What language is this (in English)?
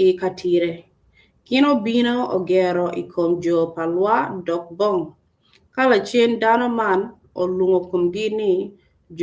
Acoli